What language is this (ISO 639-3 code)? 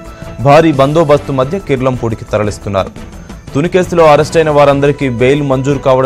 tel